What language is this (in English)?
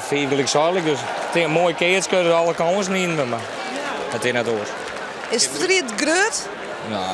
Western Frisian